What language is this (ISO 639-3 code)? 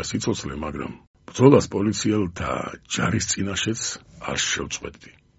kat